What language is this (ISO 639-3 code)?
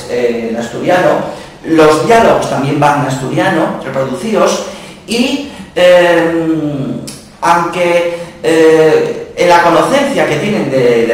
ast